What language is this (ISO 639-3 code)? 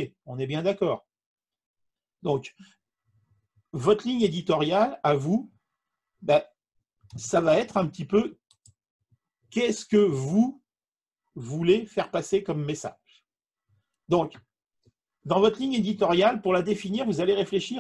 fra